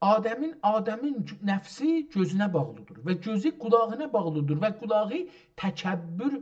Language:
South Azerbaijani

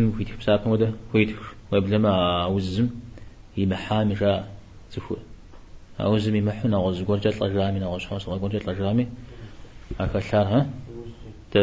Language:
Kabardian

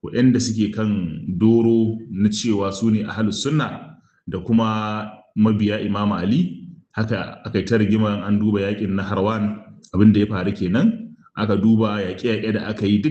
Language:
Hausa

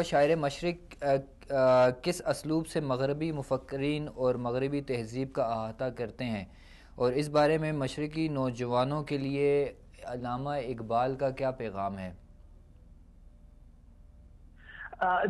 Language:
Urdu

